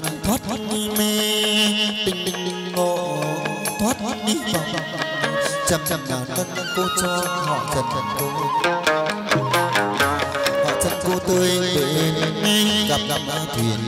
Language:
Vietnamese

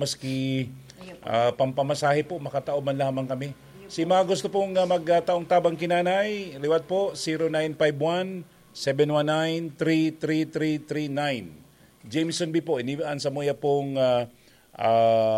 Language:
Bikol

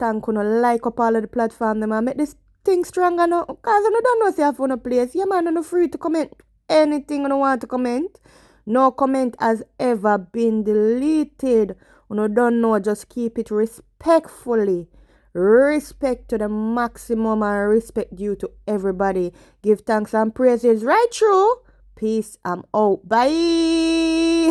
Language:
Jamaican Creole English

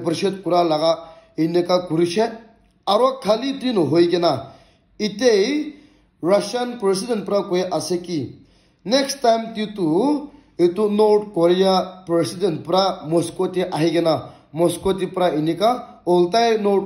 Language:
Naga Pidgin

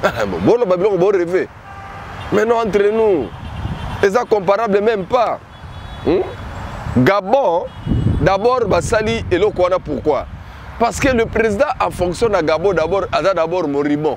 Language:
Lingala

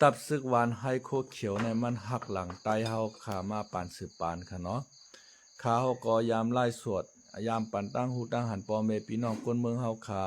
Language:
Shan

